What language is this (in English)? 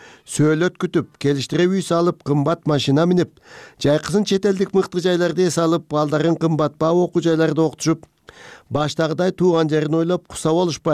Kyrgyz